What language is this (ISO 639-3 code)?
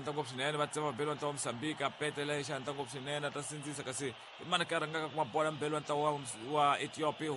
tso